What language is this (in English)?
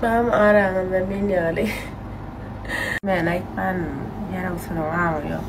Turkmen